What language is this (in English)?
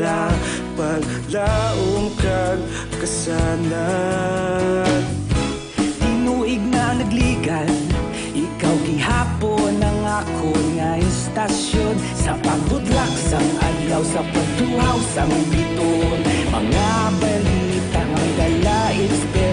Hiligaynon